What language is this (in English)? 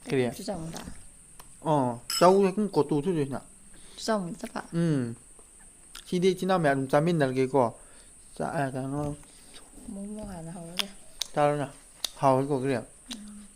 Manipuri